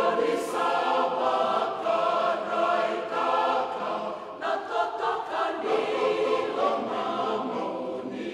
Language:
Fijian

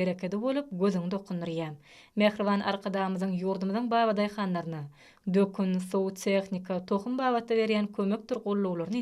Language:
Turkmen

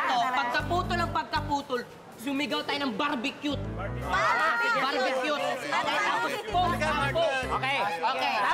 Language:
Filipino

